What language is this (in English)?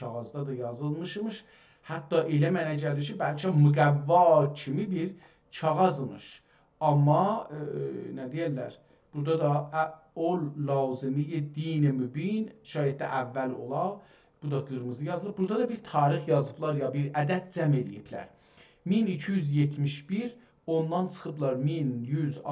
South Azerbaijani